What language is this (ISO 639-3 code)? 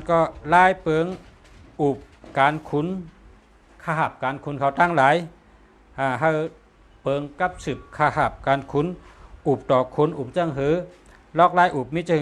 shn